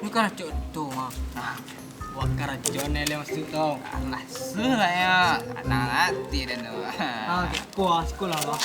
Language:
Minangkabau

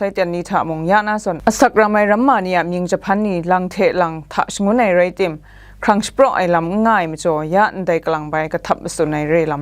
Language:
Kachin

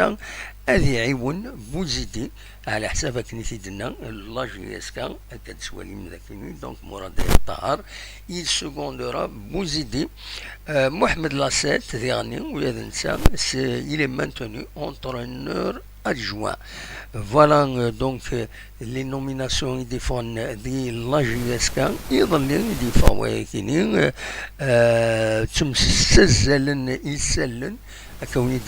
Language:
Kabyle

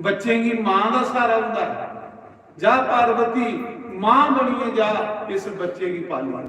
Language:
Dogri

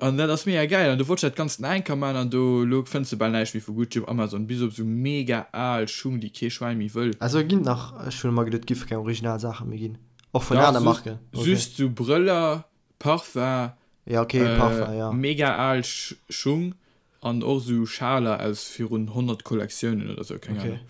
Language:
Luxembourgish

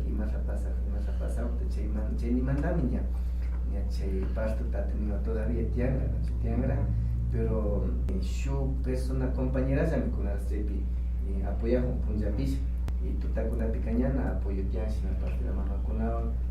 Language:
Imbabura Highland Quichua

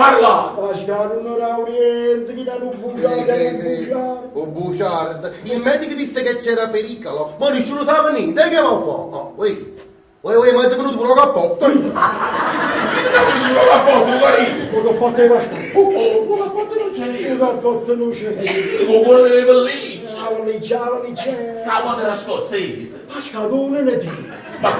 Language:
Neapolitan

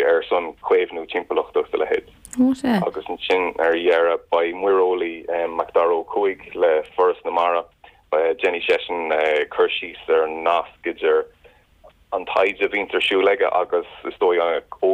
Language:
Irish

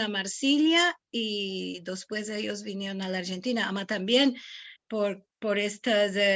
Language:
Ladino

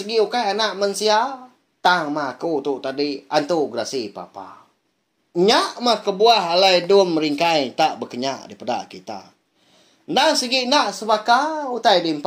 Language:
Iban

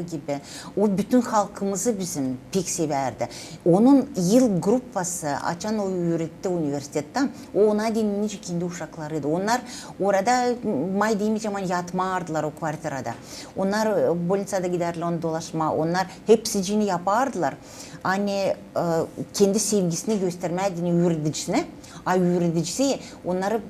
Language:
Gagauz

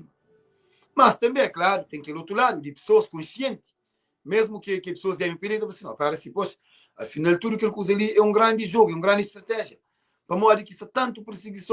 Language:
Kabuverdianu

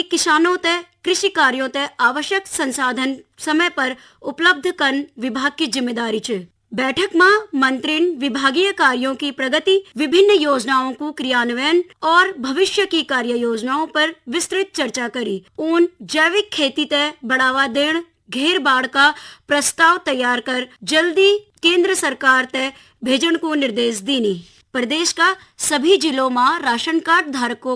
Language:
Garhwali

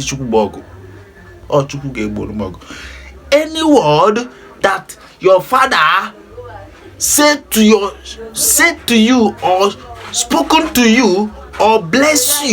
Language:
Igbo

